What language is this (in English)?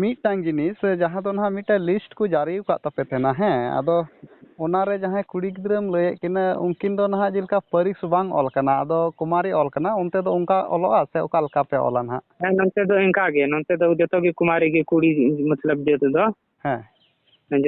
Santali